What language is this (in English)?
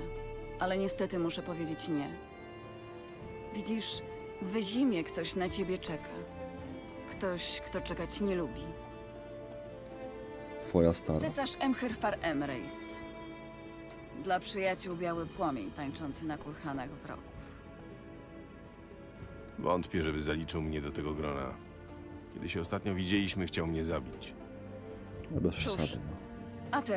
Polish